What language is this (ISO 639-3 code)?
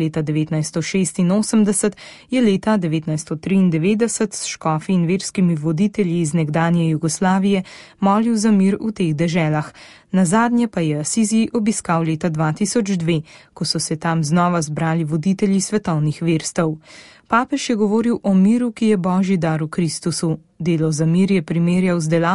slv